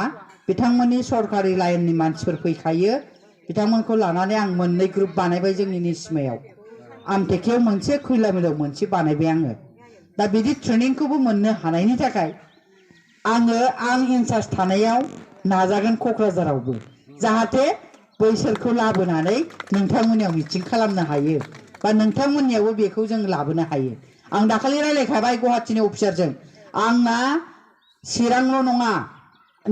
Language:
Bodo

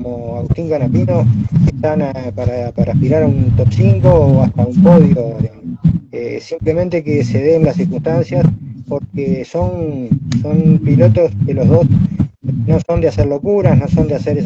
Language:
Spanish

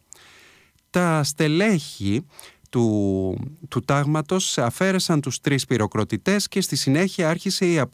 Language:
Greek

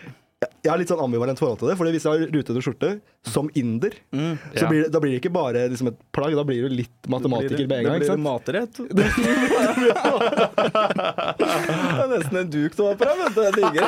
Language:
Norwegian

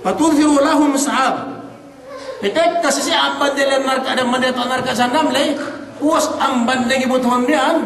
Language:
Yakan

